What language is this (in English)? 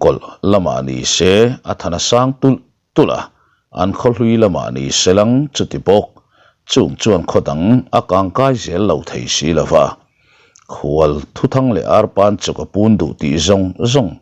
Mizo